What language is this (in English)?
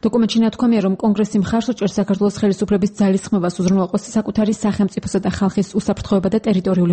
Georgian